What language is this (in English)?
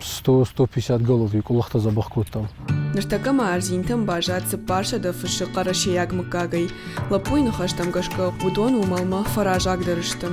Ossetic